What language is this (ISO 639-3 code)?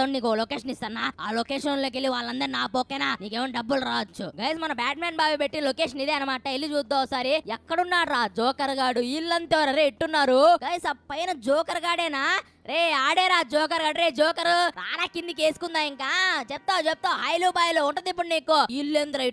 tel